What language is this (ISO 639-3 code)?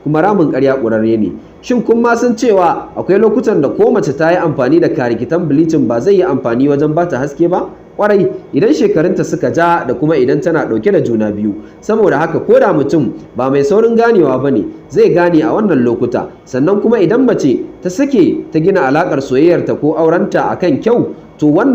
hau